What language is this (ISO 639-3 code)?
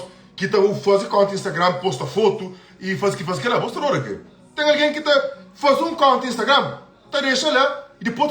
kea